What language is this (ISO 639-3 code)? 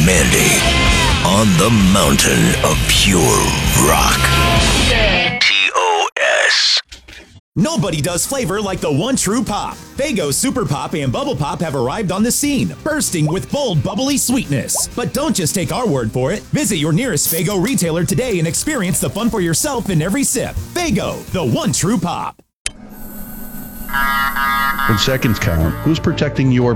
eng